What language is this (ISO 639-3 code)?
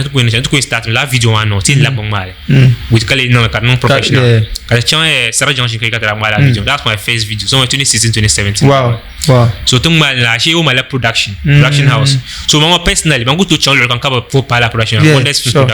dag